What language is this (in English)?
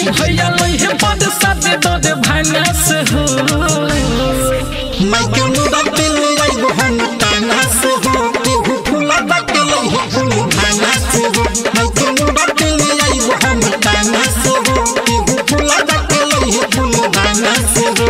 Bhojpuri